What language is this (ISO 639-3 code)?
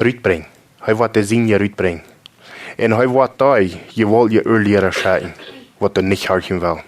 pdt